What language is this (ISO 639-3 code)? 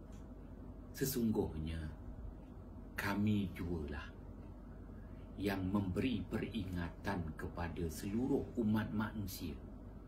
msa